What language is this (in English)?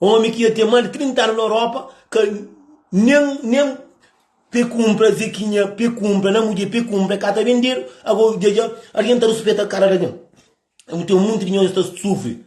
Kabuverdianu